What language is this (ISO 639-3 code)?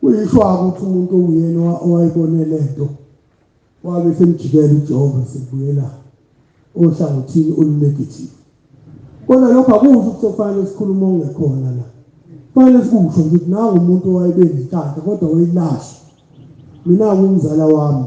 zul